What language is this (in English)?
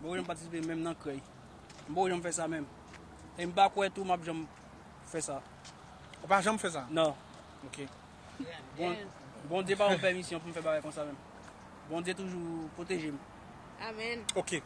Haitian Creole